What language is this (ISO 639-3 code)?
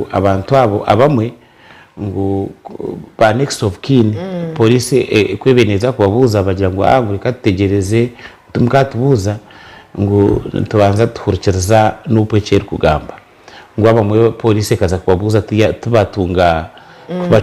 nyn